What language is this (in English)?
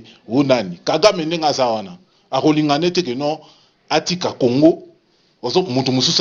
Lingala